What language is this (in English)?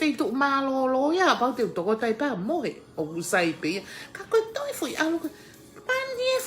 Tongan